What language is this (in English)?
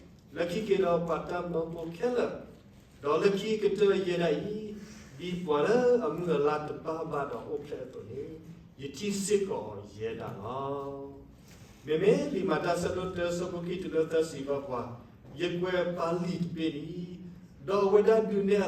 S'gaw Karen